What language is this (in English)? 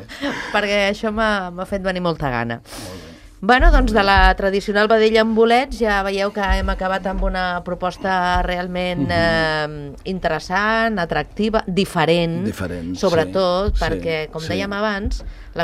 Catalan